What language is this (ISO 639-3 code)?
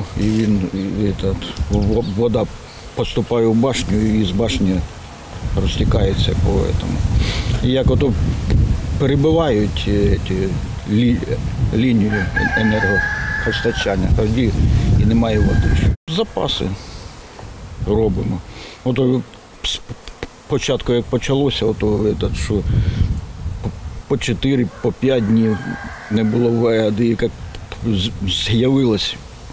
ukr